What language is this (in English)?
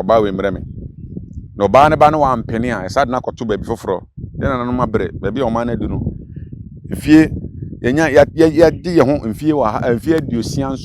Akan